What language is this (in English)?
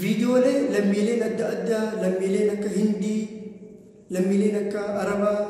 Oromo